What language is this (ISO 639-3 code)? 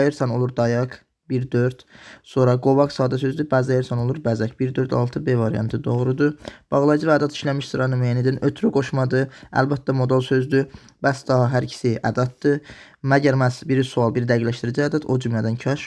aze